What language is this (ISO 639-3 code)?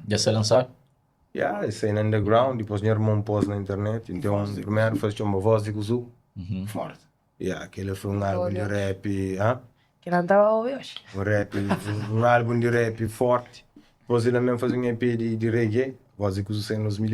kea